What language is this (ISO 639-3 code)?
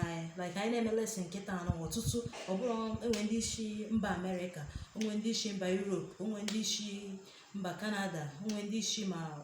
ibo